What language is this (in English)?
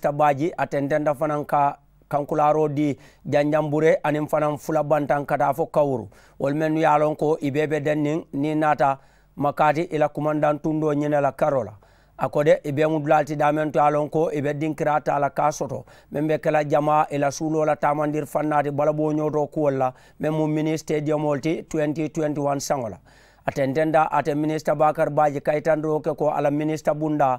Mandingo